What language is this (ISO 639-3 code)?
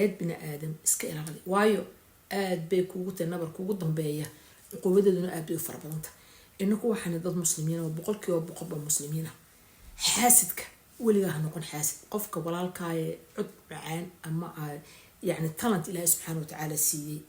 som